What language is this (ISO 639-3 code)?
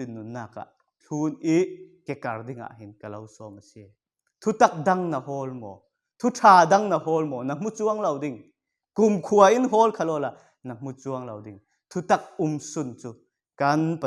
cfm